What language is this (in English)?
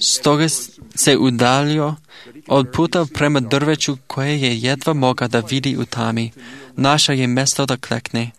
Serbian